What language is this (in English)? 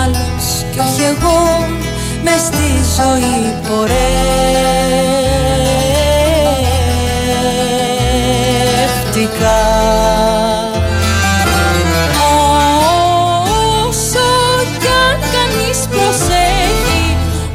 Greek